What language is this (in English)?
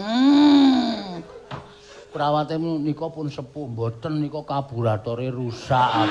Javanese